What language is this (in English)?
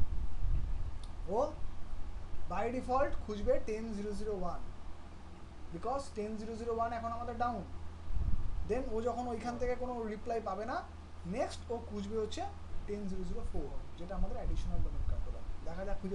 Bangla